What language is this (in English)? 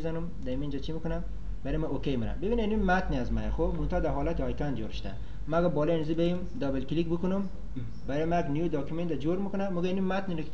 Persian